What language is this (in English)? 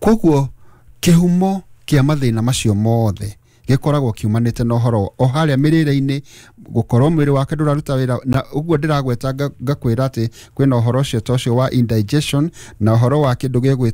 Kikuyu